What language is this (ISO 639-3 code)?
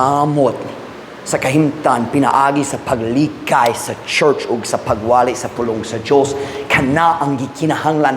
ceb